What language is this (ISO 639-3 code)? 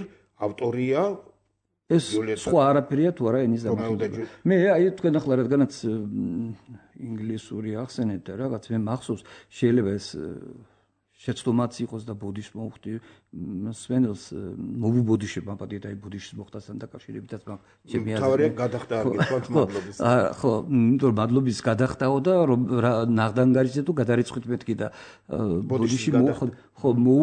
kat